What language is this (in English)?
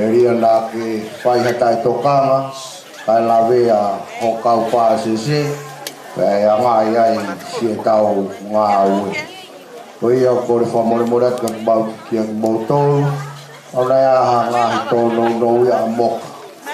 Tongan